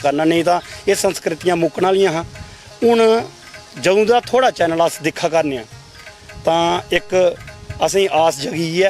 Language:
Dogri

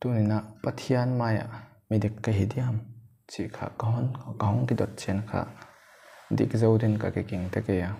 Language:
Paite Chin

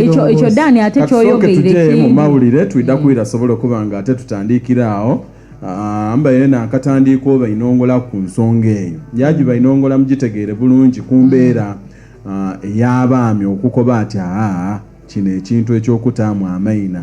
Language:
Soga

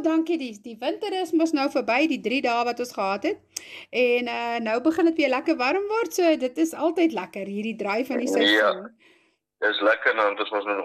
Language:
Afrikaans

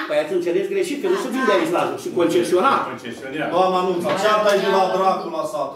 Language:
Romanian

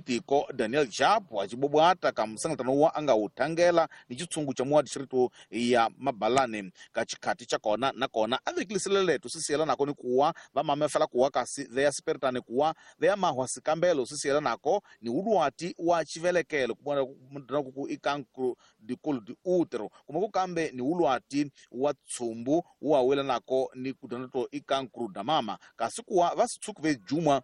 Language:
Tsonga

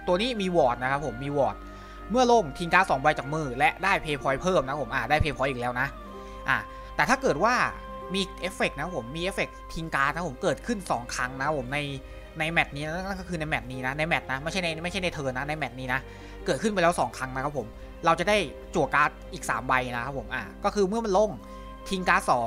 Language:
Thai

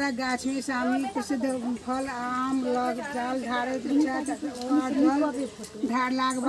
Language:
Maithili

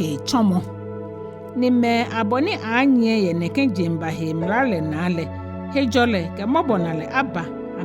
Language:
Ga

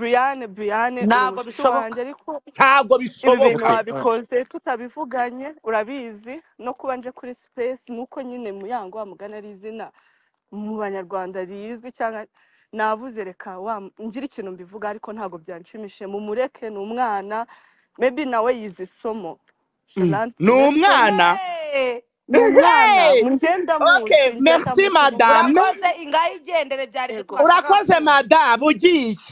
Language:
Kinyarwanda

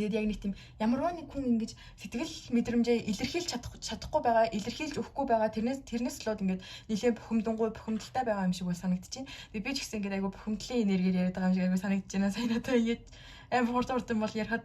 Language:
Mongolian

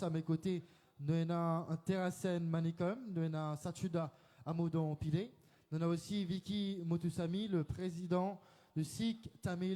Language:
Morisyen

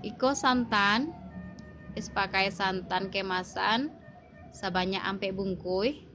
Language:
Minangkabau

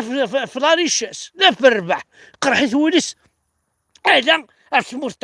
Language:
Kabyle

